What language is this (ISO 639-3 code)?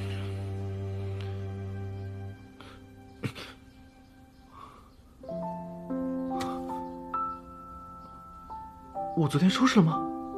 zho